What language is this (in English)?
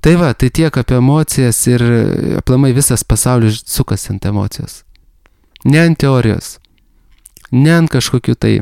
Lithuanian